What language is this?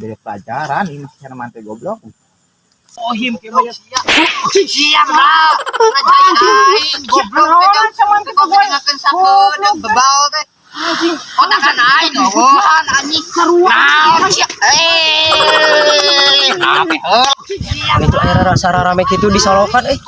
Sundanese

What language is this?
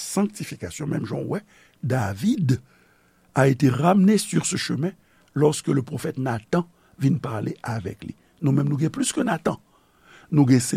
Haitian Creole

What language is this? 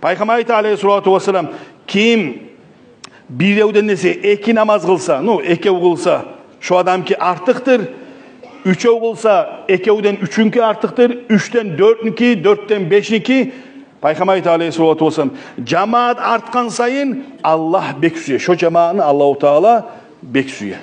Kumyk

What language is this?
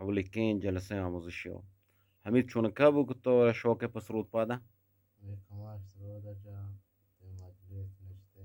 Eastern Balochi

